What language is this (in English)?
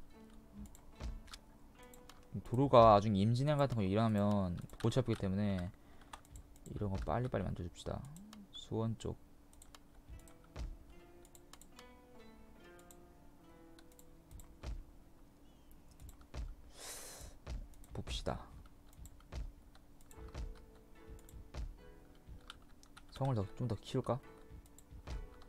Korean